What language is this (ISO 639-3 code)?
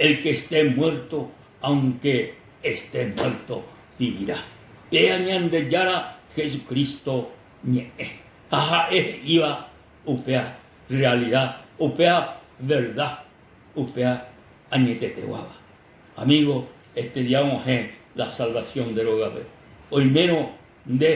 grn